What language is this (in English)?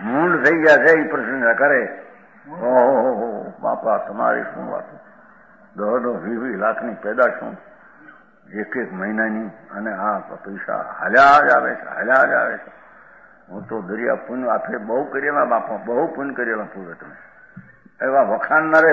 Gujarati